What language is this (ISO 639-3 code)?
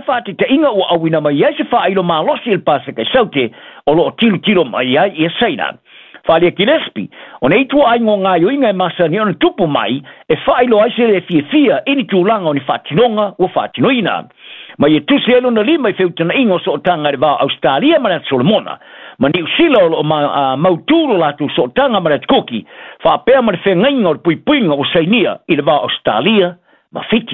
smo